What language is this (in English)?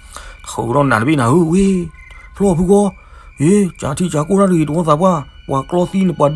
S'gaw Karen